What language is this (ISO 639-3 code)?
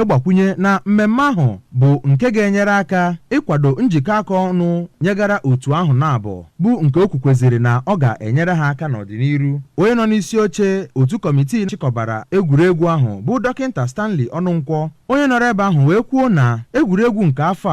ibo